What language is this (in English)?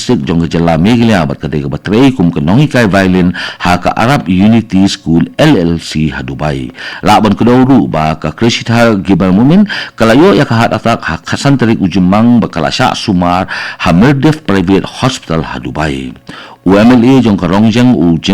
Khasi